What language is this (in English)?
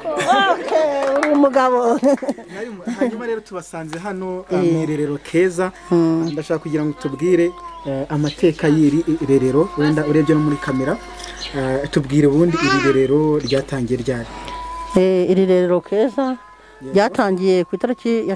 Kinyarwanda